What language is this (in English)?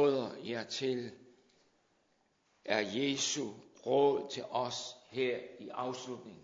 Danish